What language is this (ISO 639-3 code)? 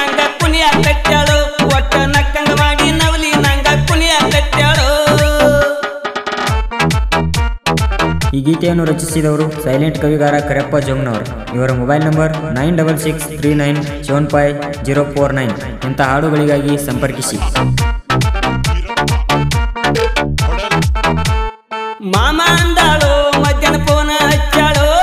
kan